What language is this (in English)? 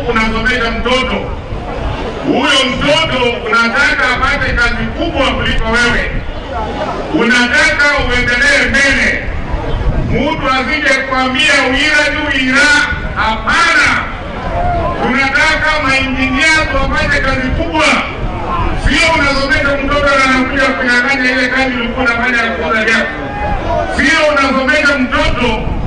Swahili